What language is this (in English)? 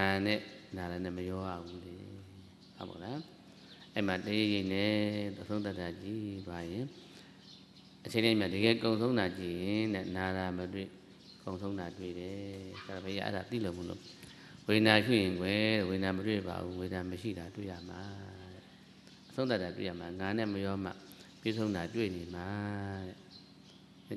Burmese